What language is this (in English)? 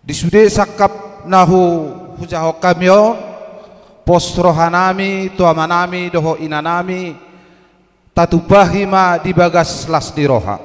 Batak Toba